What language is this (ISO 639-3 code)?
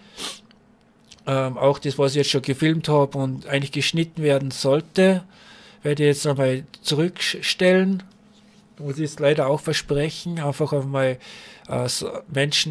deu